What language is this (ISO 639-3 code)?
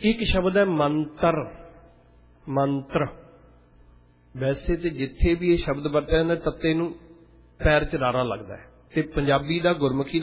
pan